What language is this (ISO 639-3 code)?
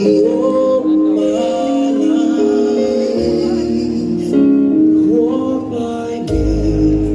msb